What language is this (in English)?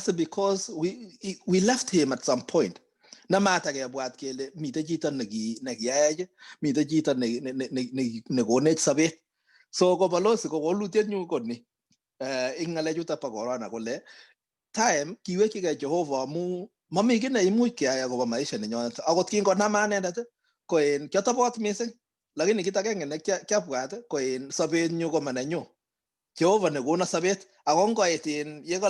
Kalenjin